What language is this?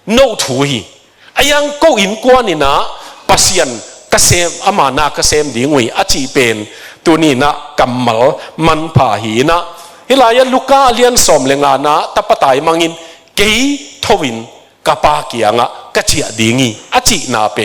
Tedim Chin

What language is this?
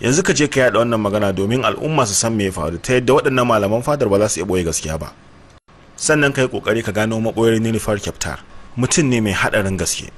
Hausa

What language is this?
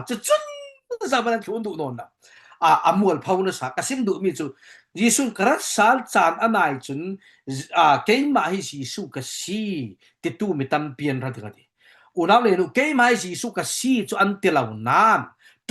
Falam Chin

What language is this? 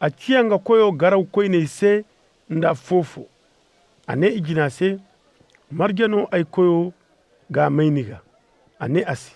Zarma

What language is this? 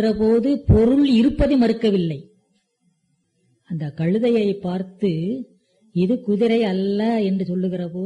Tamil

